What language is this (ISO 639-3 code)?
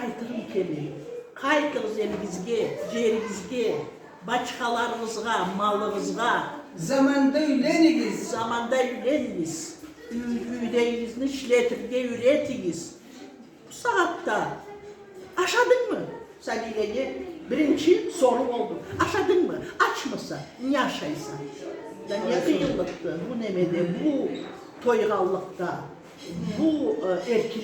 krc